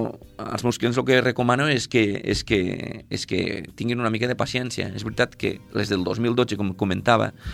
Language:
Catalan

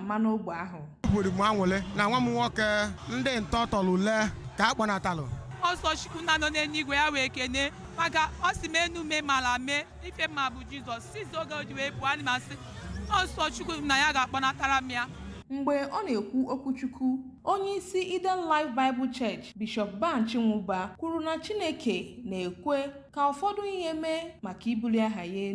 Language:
Igbo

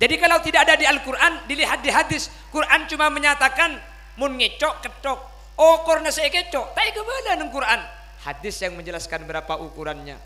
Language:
Madurese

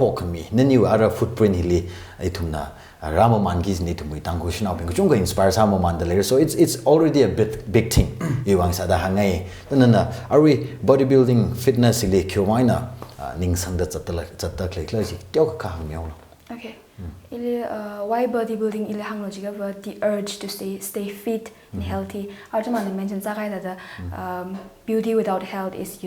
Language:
Tangkhul Naga (India)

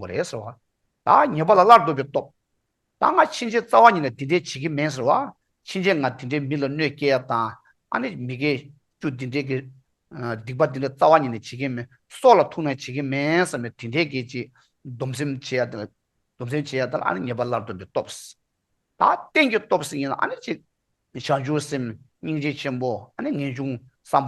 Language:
Tibetan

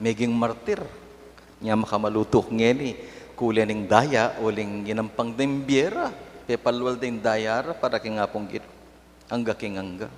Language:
Pampanga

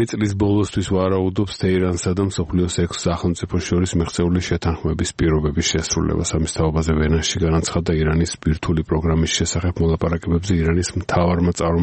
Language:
Georgian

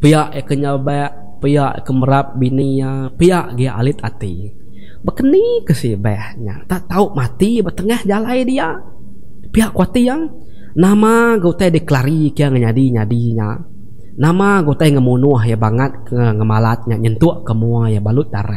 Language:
Iban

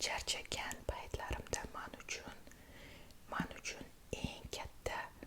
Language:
Uzbek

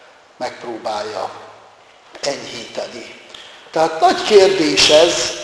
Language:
Hungarian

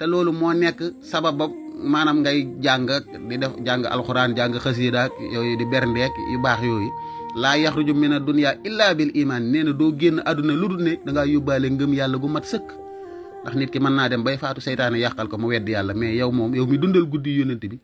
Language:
Wolof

